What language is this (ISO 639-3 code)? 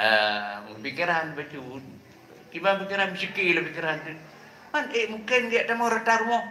ace